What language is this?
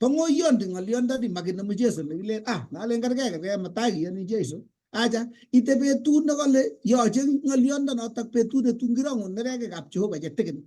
Kalenjin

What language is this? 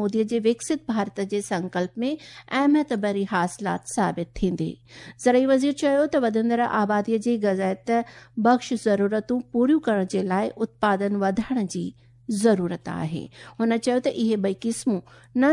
Sindhi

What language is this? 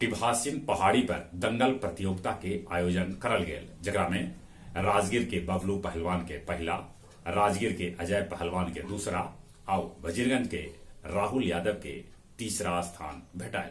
Magahi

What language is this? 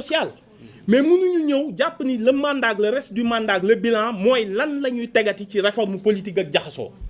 Wolof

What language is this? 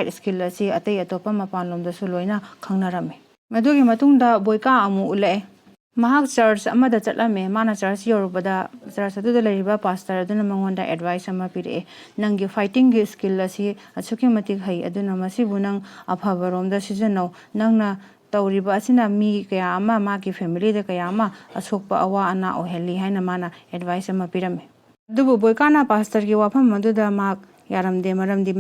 Manipuri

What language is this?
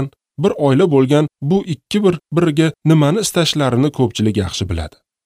Uzbek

